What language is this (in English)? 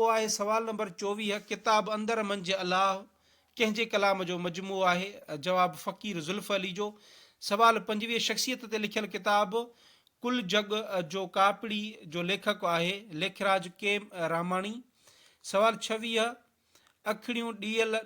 Sindhi